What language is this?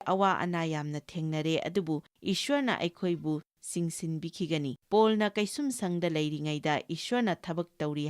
Manipuri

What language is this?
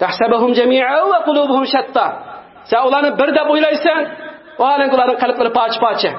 Uyghur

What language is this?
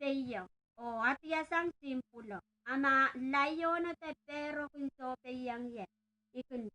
Pohnpeian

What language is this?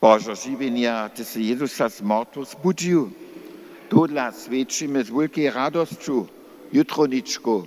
Upper Sorbian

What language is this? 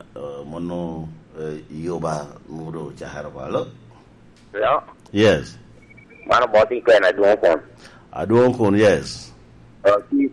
Lango (Uganda)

